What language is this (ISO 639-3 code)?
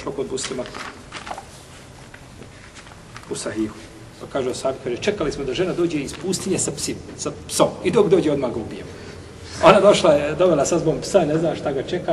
bos